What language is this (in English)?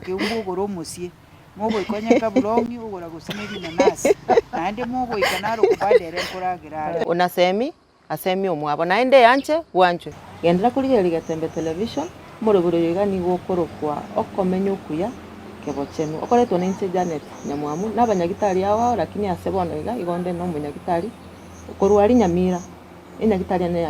Gusii